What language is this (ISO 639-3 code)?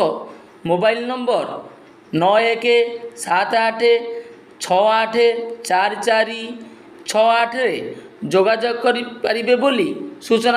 ori